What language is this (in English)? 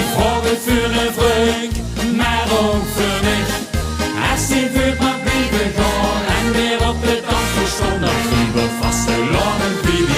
Limburgish